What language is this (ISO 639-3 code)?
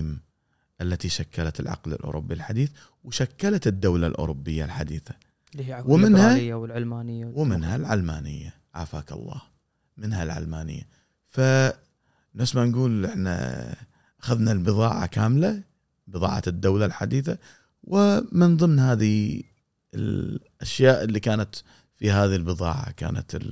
afb